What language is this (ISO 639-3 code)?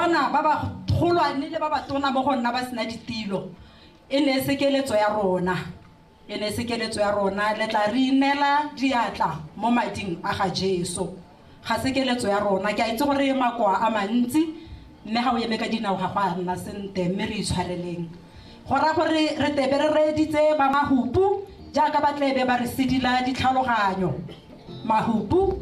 tsn